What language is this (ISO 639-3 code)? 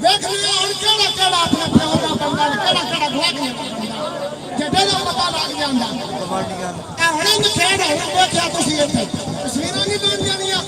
skr